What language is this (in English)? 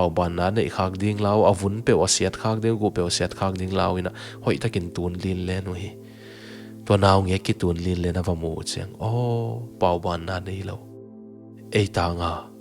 Tedim Chin